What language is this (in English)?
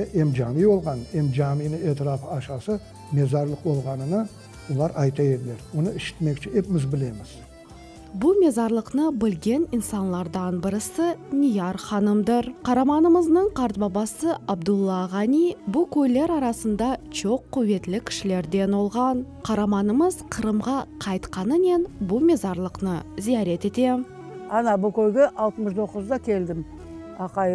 Crimean Tatar